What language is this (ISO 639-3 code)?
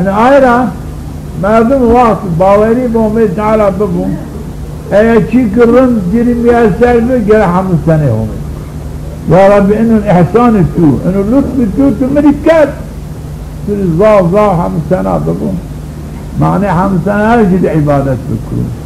zza